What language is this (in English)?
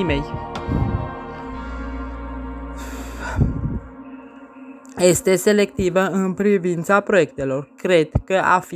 Romanian